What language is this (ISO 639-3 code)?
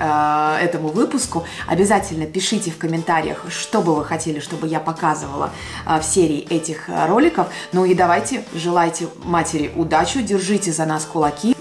rus